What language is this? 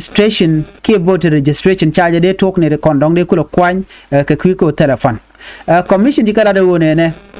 Nuer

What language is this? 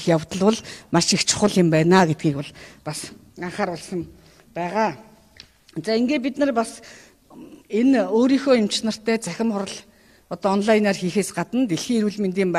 Mongolian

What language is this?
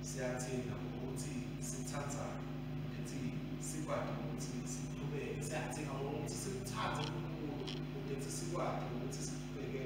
Swati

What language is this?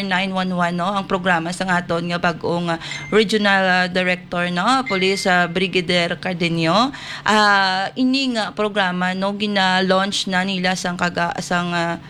Hiligaynon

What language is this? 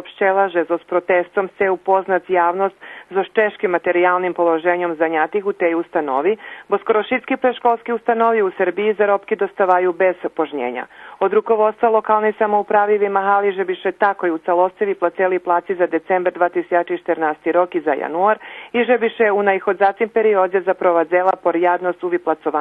Rusyn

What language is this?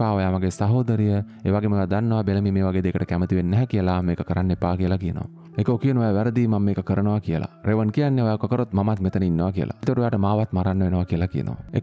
Sinhala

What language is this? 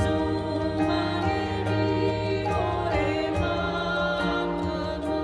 Nias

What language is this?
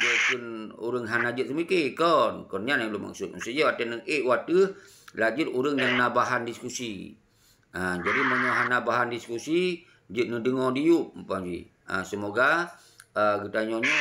Achinese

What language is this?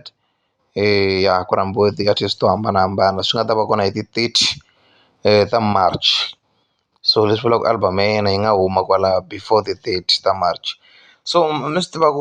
Tsonga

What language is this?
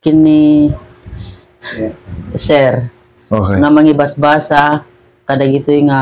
Iloko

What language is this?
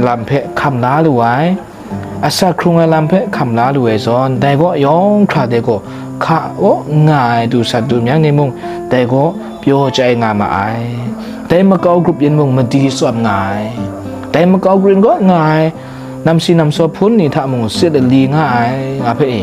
Kachin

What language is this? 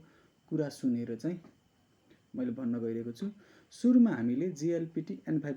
Nepali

